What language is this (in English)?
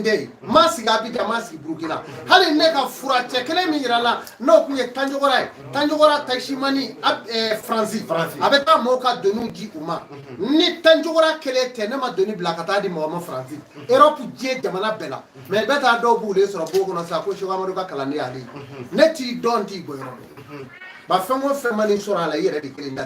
Bambara